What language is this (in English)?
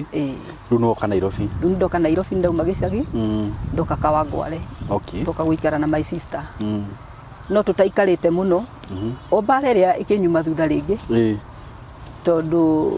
Kikuyu